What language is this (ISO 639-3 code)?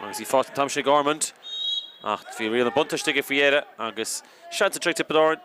gle